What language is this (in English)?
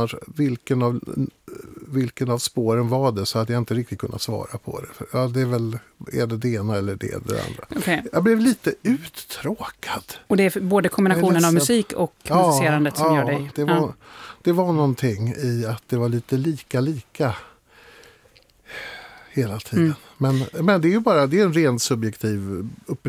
Swedish